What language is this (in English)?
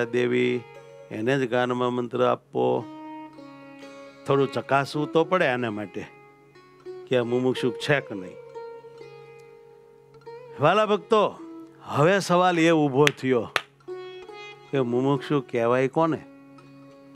Gujarati